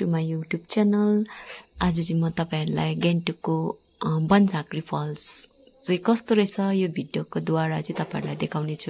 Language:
Nepali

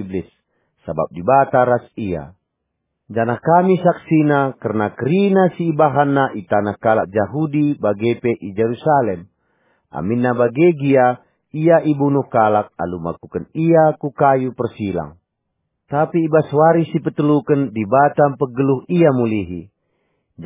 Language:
Batak Karo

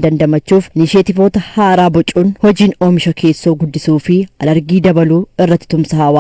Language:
Oromo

